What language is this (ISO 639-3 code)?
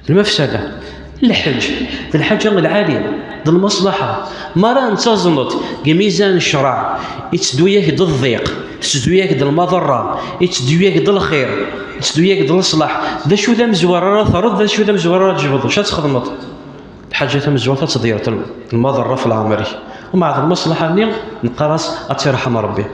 kab